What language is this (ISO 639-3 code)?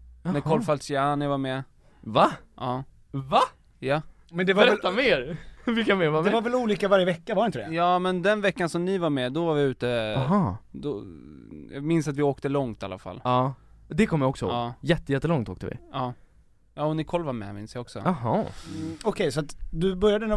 swe